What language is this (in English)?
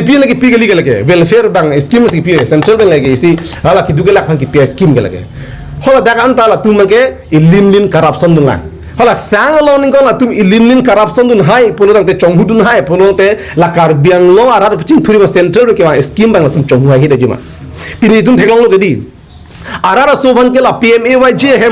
Karbi